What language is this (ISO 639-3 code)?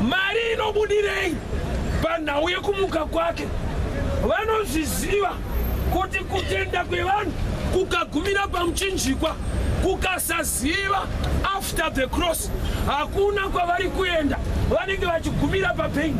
sna